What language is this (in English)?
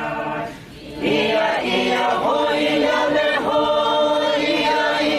Poumei Naga